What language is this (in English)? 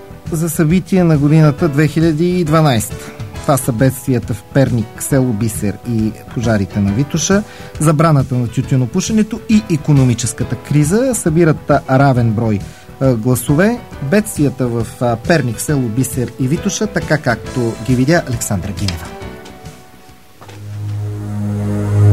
Bulgarian